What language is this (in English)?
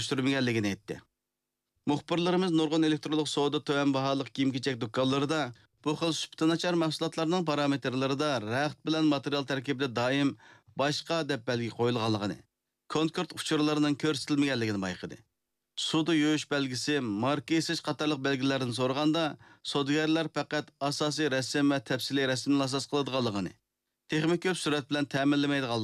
Uyghur